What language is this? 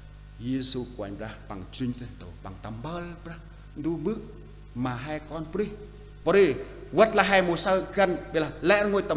Central Mnong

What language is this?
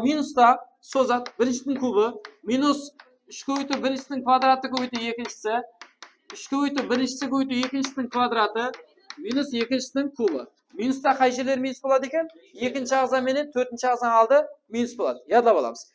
Kara-Kalpak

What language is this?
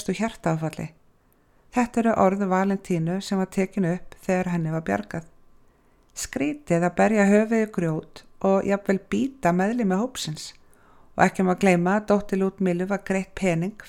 Icelandic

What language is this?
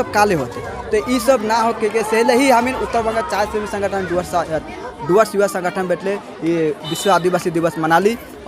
Sadri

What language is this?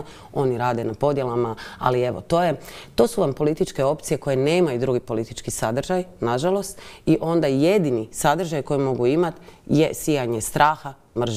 Croatian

